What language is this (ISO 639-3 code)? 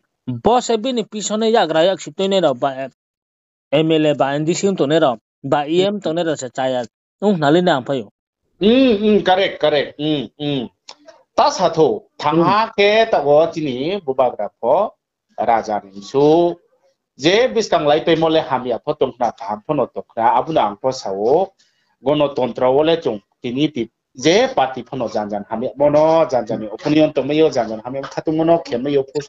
ria